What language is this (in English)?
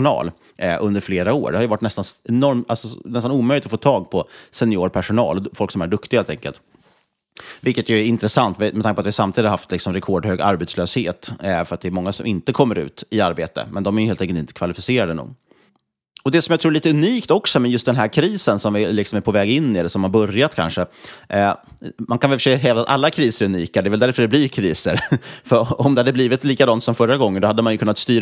Swedish